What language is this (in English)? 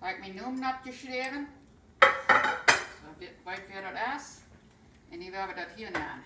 Plautdietsch